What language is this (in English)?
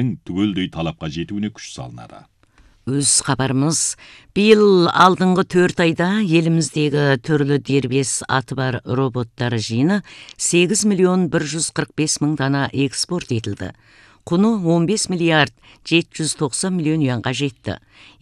Kazakh